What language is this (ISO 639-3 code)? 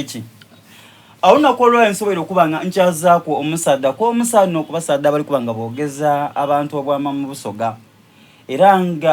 xog